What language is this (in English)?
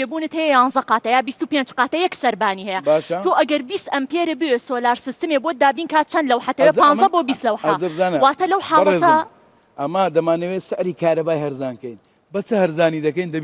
Central Kurdish